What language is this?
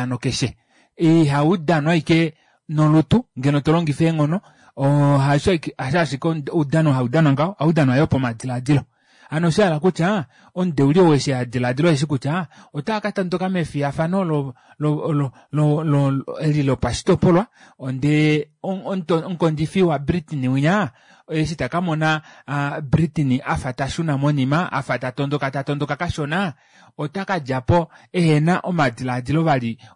Kuanyama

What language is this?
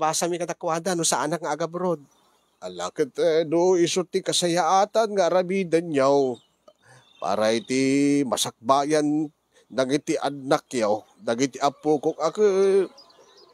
Iloko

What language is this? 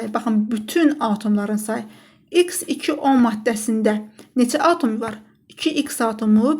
Azerbaijani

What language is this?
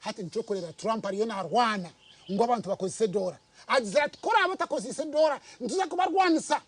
Nyankole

